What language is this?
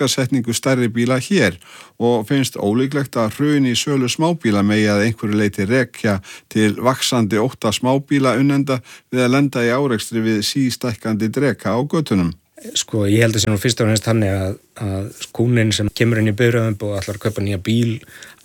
Icelandic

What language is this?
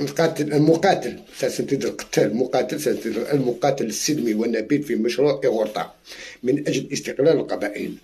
Algerian Arabic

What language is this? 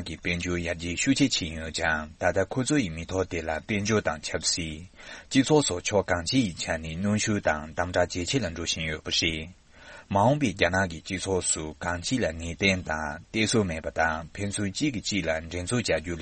Tibetan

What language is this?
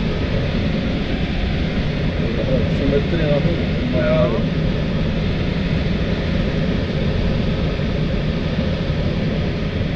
Czech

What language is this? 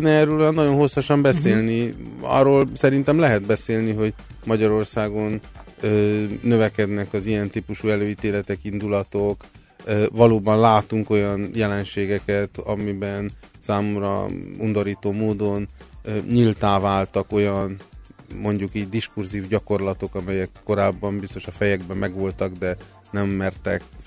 Hungarian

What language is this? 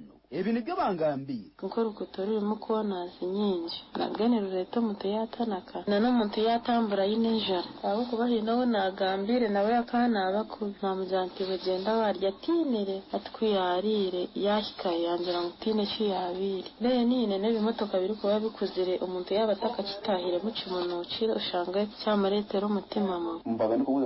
Nyankole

